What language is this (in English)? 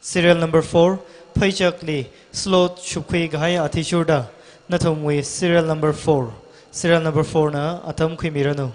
Tangkhul Naga (India)